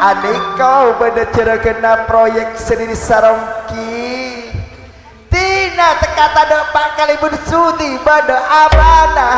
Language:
Madurese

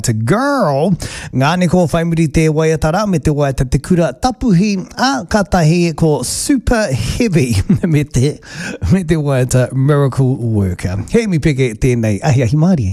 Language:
Māori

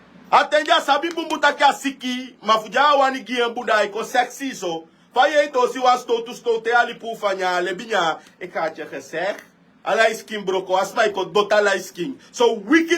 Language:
Sranan Tongo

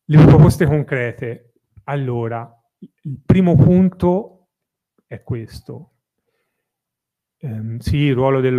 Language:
Italian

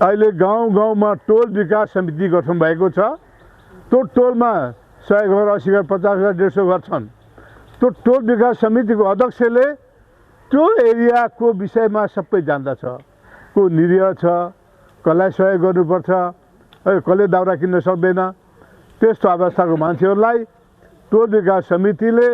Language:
Nepali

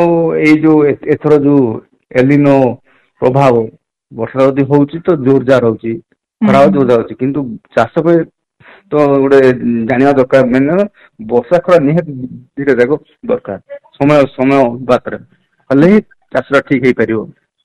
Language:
Odia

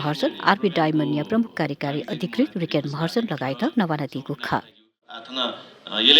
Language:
Newari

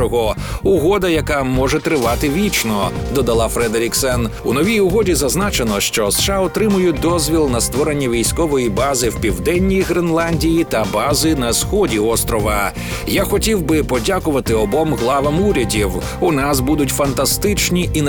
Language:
Ukrainian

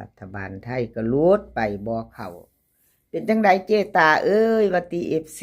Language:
Northeastern Thai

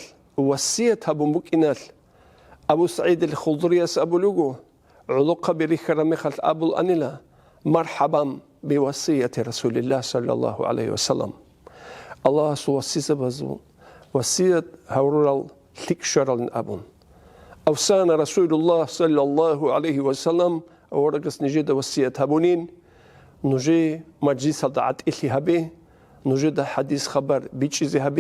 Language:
Avaric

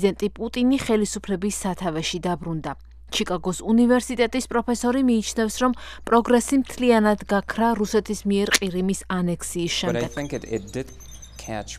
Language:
Georgian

